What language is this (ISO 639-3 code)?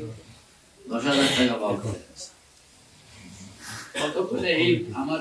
ben